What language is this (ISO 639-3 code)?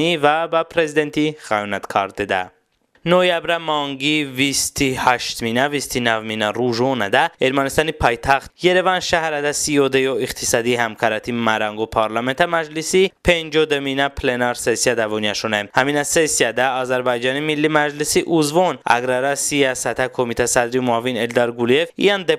tly